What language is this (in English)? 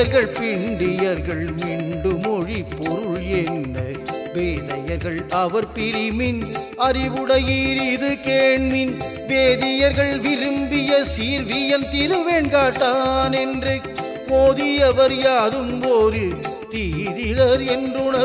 Tamil